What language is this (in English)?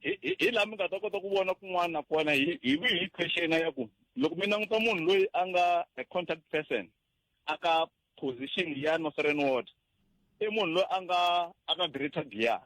Tsonga